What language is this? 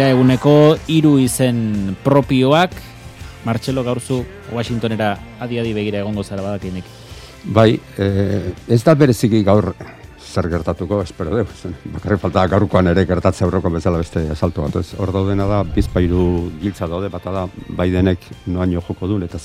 Basque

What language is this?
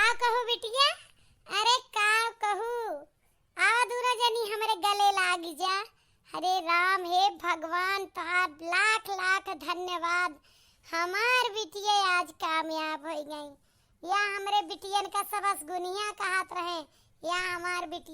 Awadhi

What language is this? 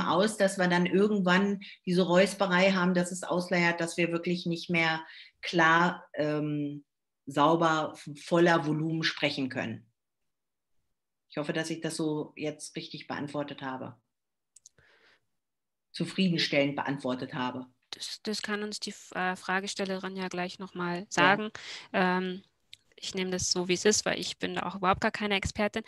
German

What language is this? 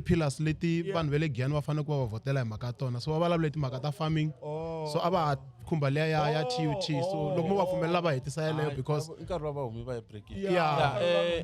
Tsonga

